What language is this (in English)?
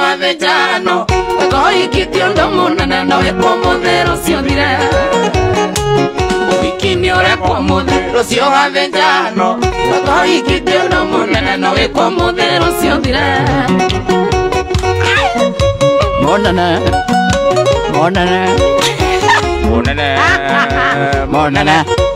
Kikuyu